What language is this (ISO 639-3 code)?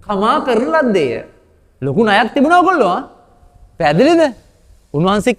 sin